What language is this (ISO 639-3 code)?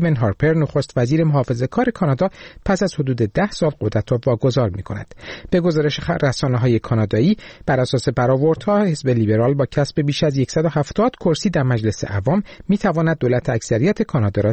fas